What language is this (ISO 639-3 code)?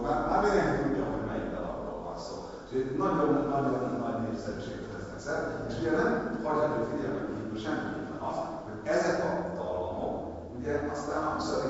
hun